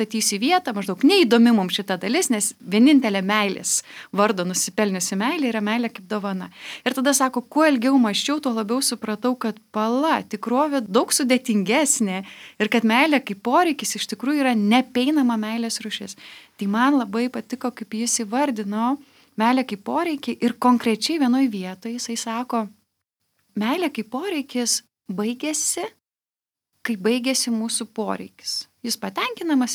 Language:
Lithuanian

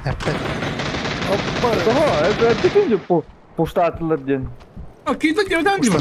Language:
Yakut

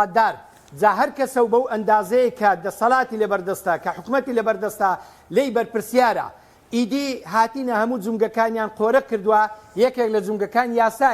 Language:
Central Kurdish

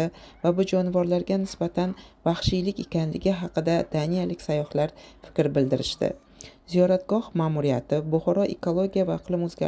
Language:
Uzbek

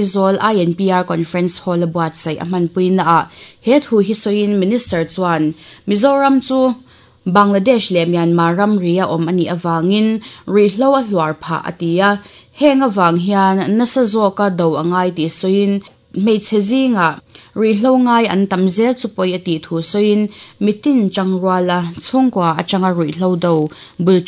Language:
Mizo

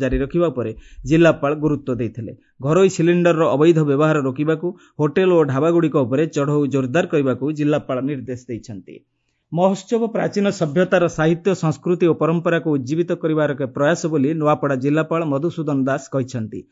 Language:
Odia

